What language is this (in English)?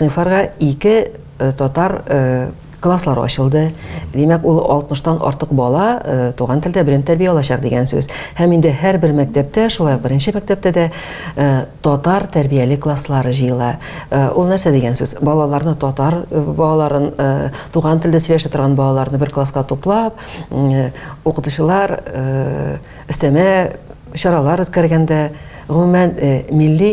Tatar